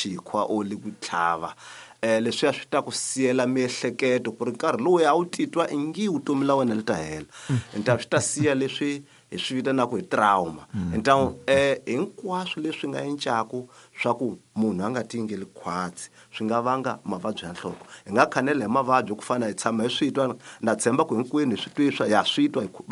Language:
Tsonga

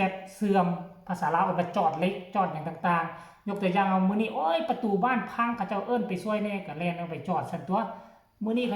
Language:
Northeastern Thai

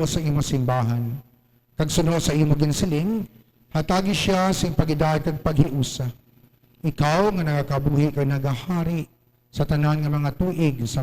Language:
Hiligaynon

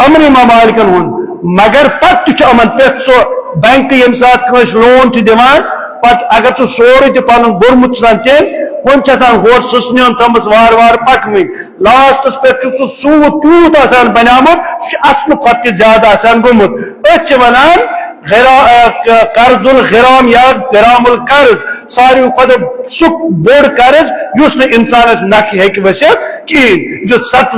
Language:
Kashmiri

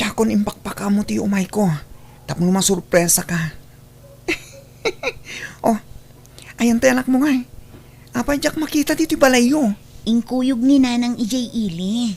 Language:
Iloko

